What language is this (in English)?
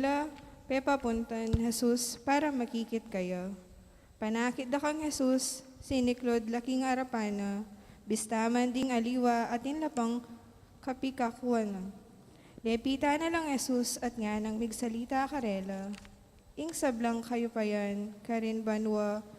Pampanga